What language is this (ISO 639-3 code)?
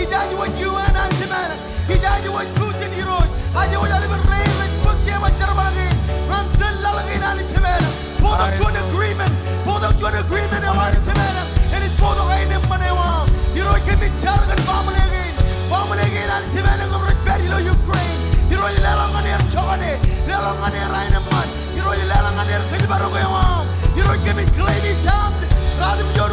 mah